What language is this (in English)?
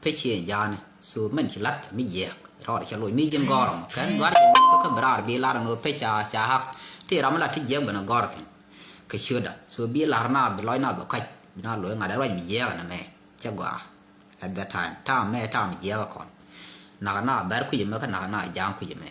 Nuer